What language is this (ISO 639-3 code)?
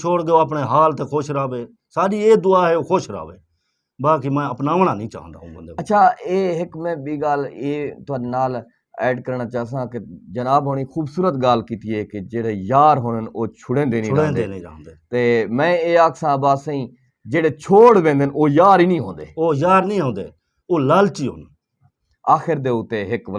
skr